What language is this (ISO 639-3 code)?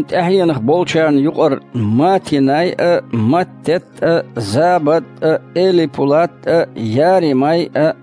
che